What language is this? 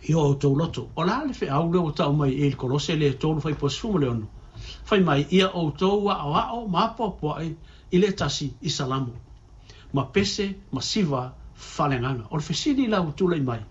Samoan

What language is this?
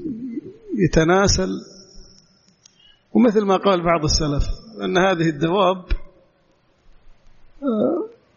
Arabic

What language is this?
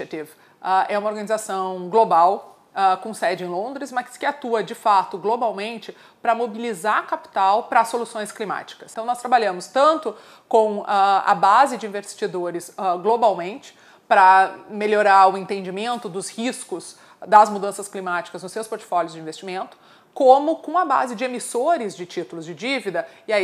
Portuguese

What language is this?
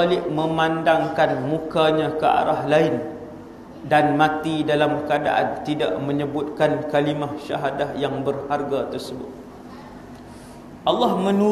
Malay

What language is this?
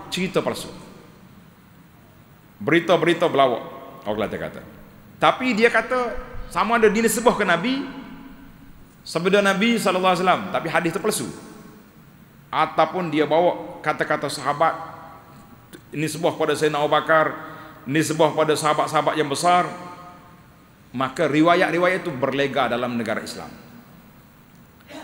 Malay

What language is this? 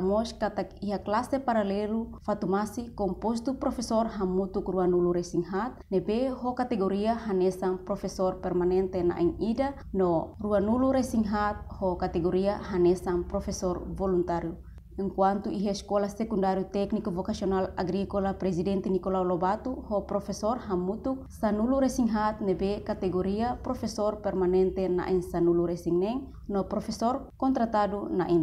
Tetum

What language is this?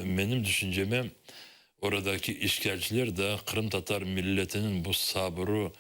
Crimean Tatar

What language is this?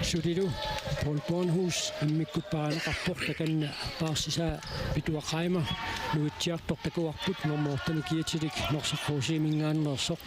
Kalaallisut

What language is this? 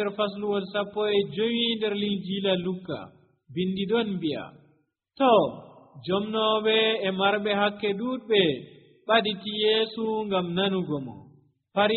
Nigerian Fulfulde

